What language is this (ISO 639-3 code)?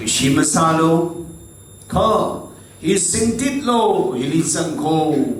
nmf